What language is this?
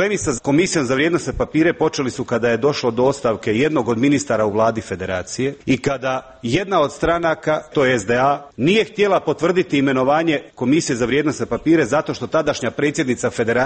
Bosnian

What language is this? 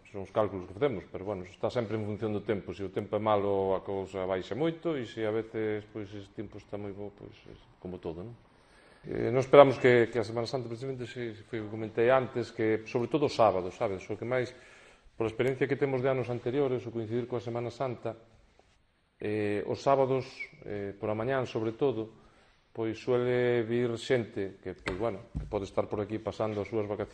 Galician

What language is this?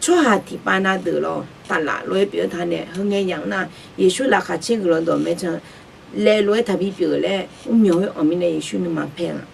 Akha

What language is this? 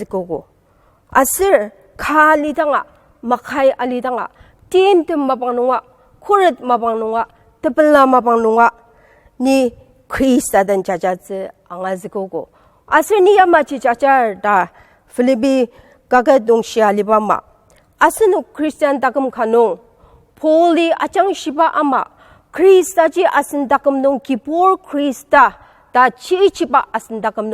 Ao Naga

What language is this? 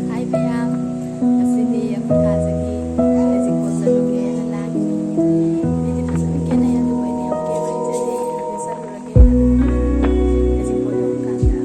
Manipuri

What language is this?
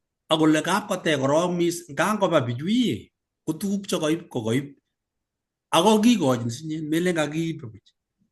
Kalenjin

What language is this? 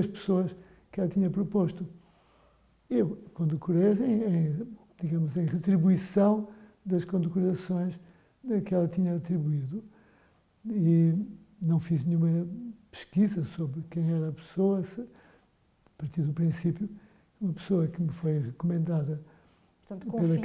Portuguese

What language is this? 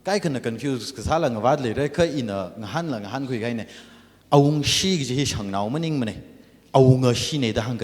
Tangkhul Naga (India)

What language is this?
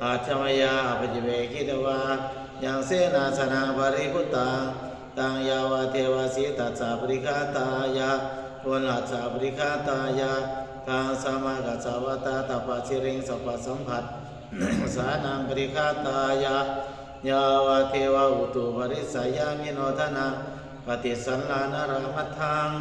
Pali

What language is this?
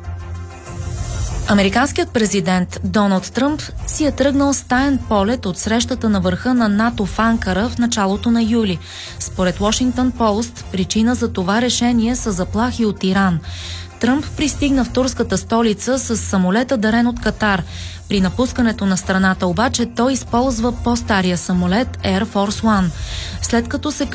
Bulgarian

